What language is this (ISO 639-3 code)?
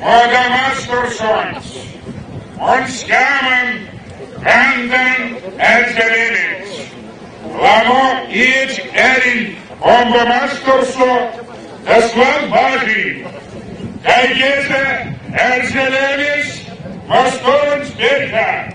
myv